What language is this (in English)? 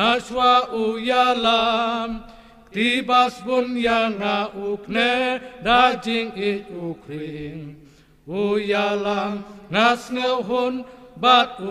Khasi